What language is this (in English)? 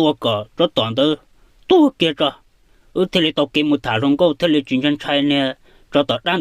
Hmong